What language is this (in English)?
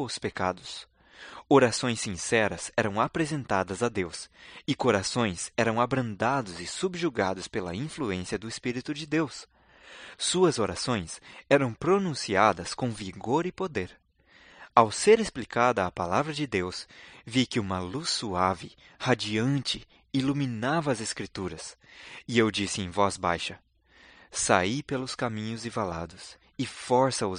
Portuguese